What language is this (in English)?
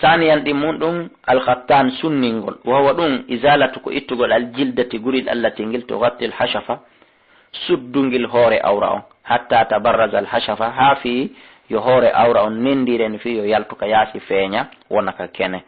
Fula